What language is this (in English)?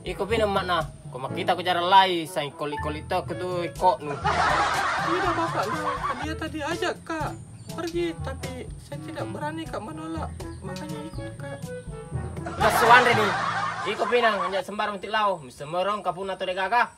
Makassar Malay